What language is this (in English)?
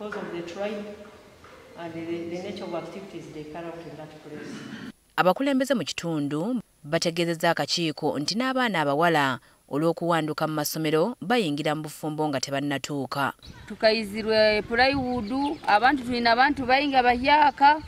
Ganda